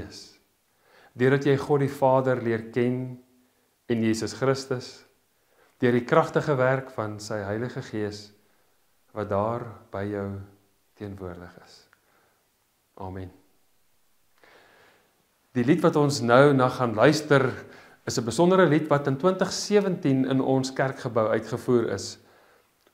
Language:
Afrikaans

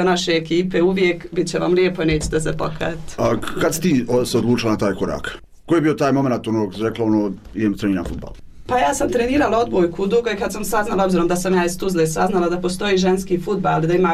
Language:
Bosnian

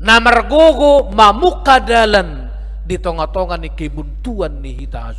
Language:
Batak Toba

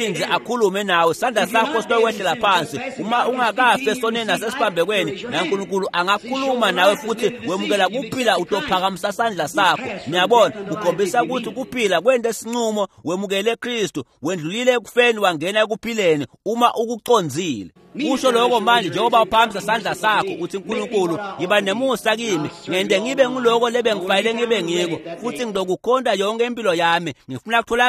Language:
Swati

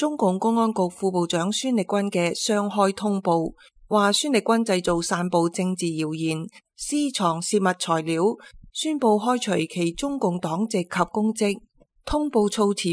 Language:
Cantonese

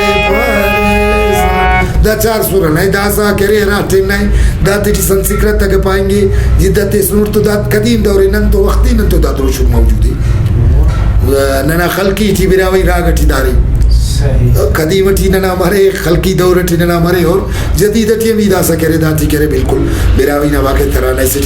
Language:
Brahui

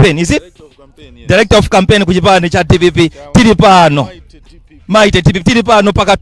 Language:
Nyanja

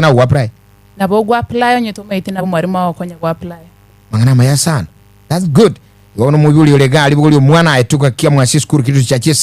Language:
Gusii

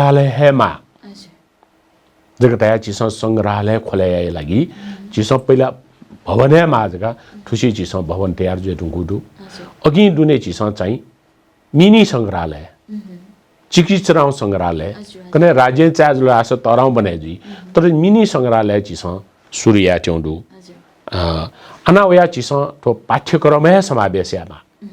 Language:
Newari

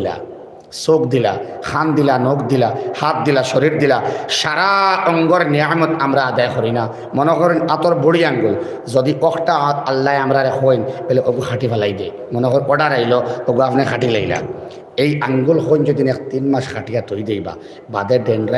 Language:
Sylheti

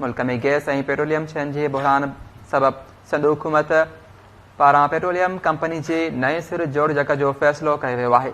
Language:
Sindhi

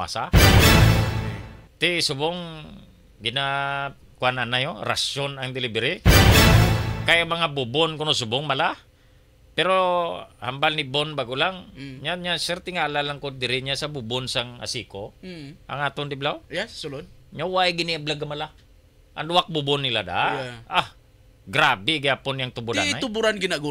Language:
Hiligaynon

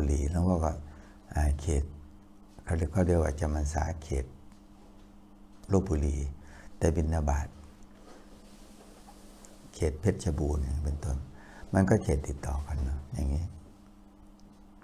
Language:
Thai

